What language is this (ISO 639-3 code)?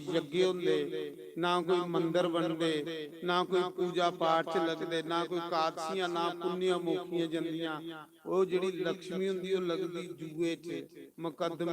doi